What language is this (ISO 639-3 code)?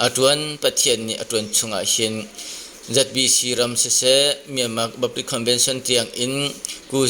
cnh